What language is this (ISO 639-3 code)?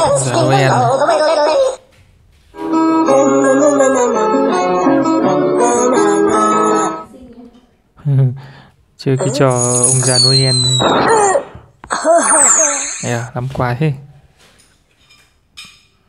vie